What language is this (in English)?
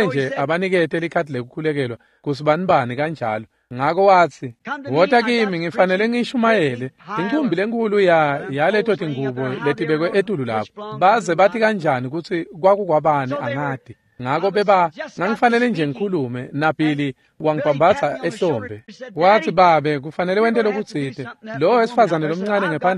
Swati